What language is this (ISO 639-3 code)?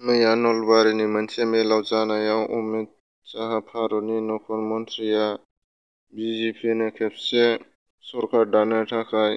brx